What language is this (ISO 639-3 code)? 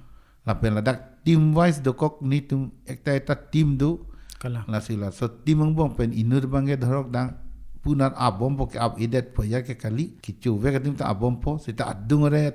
mjw